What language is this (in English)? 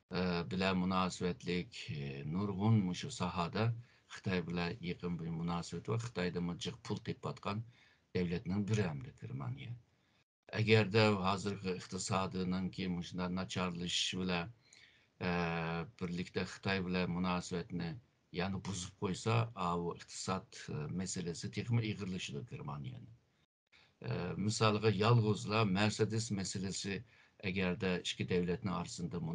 Uyghur